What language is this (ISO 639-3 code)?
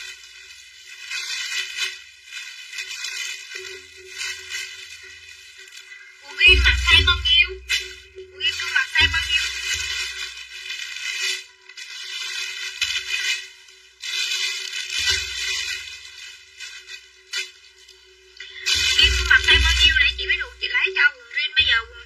vie